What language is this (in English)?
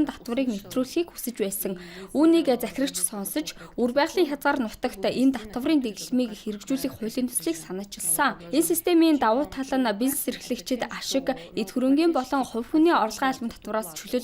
Mongolian